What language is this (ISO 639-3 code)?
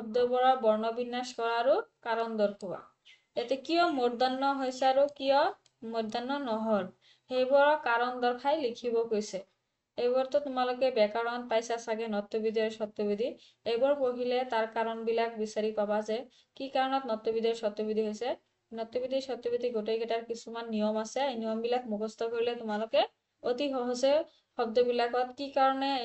asm